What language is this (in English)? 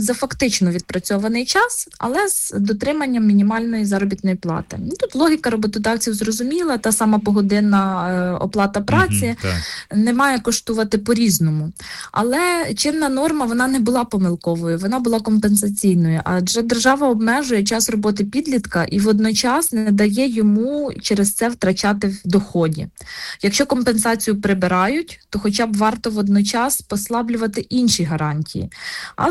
Ukrainian